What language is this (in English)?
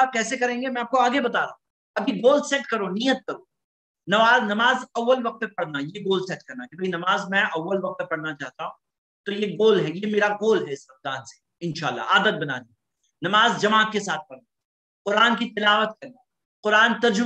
Urdu